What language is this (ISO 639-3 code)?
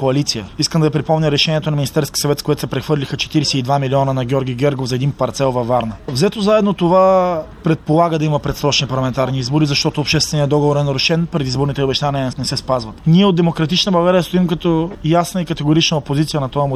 bul